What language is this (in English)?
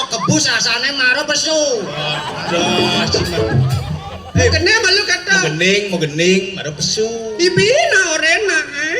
Balinese